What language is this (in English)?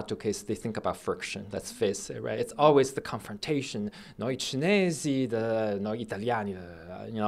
English